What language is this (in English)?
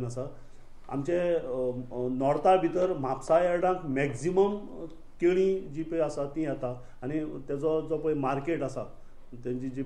Konkani